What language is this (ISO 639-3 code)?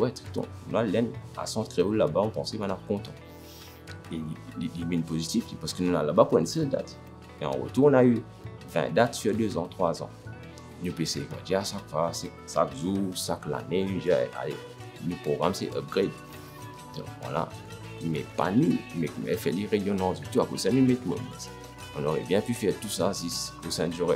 mfe